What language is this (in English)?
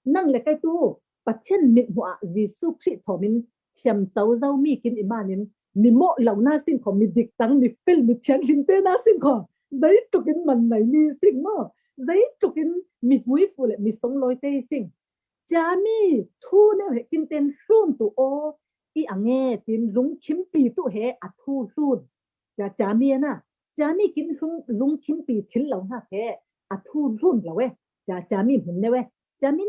Falam Chin